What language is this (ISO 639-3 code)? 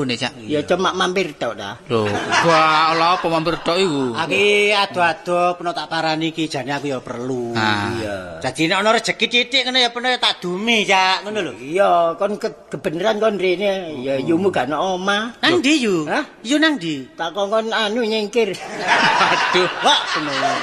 jav